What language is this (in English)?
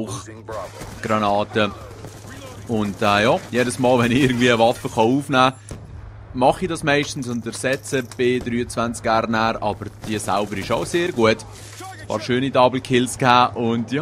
Swiss German